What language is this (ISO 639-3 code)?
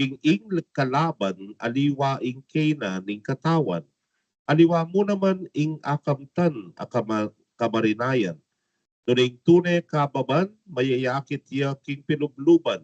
pam